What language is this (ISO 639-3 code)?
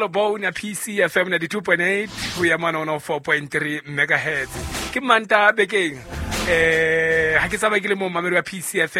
sot